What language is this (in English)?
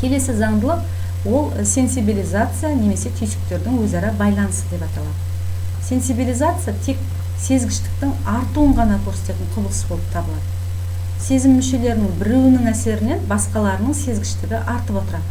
Kazakh